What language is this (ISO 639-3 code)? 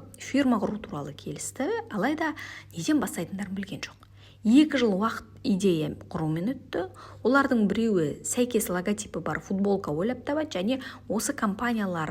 kaz